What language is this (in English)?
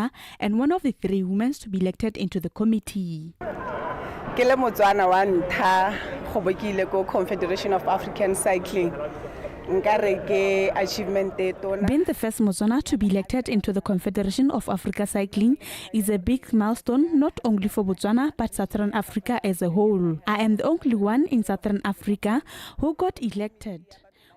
Tswana